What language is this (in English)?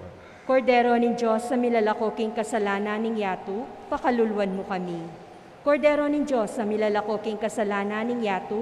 Pampanga